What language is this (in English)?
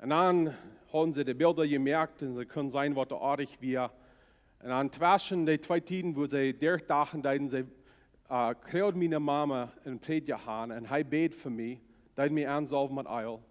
Plautdietsch